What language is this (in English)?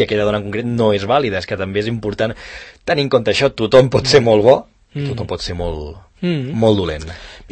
Catalan